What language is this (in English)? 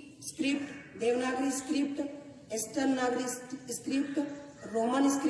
Santali